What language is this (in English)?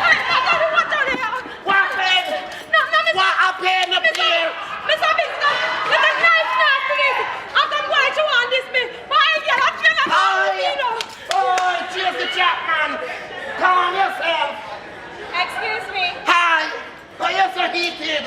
Jamaican Creole English